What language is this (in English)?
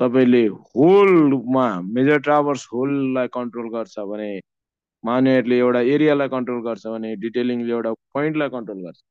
Nepali